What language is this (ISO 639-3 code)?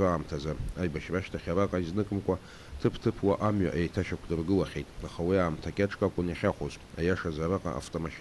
abk